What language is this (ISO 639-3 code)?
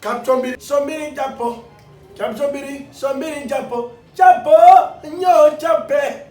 ful